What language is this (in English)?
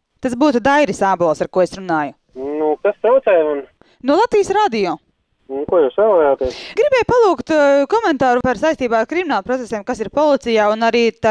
Latvian